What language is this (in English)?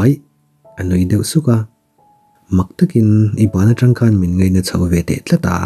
Mizo